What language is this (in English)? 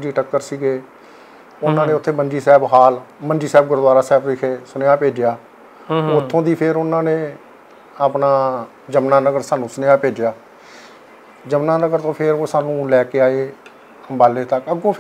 Punjabi